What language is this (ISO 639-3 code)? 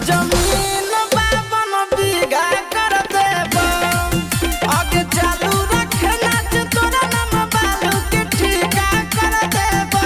mag